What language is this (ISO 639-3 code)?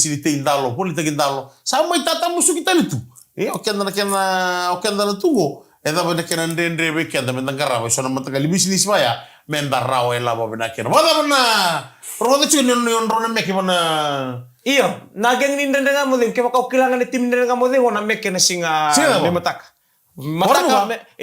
fij